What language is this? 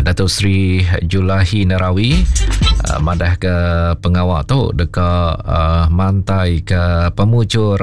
Iban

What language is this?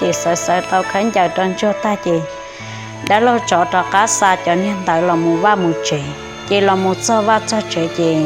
Hmong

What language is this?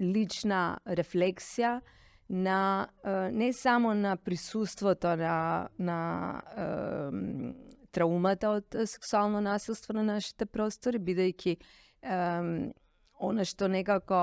Macedonian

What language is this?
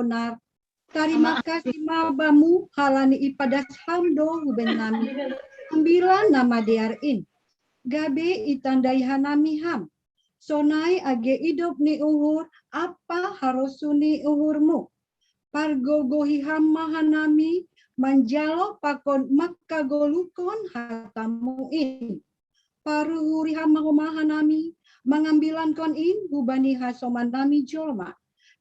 Batak Simalungun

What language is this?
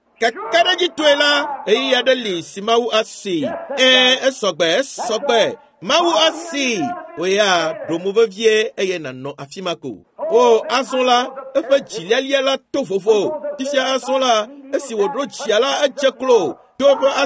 Ewe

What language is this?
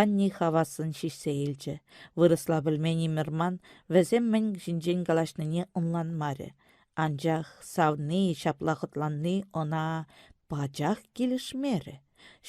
Chuvash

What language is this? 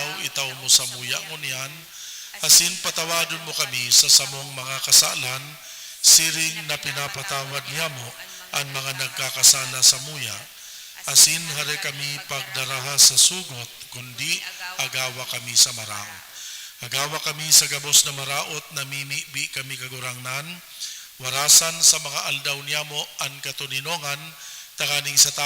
Bikol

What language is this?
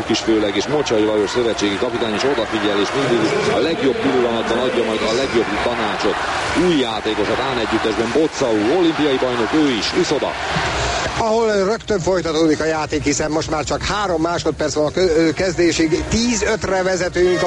Hungarian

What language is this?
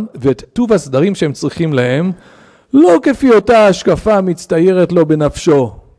Hebrew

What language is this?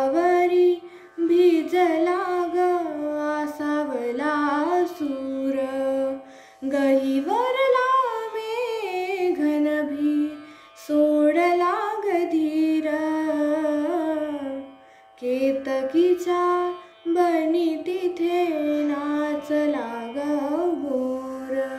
Marathi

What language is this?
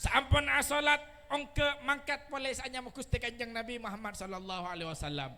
Madurese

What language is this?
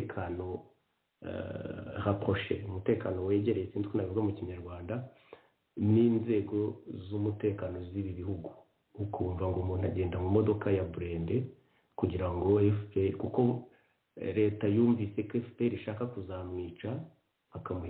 Kinyarwanda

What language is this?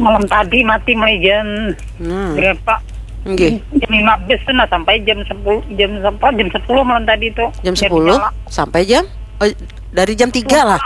Banjar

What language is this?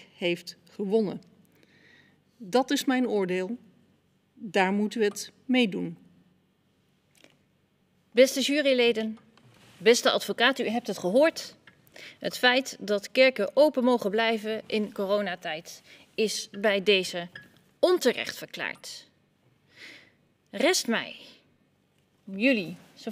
Dutch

